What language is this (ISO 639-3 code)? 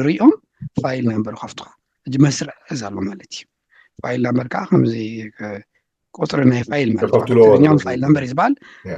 tir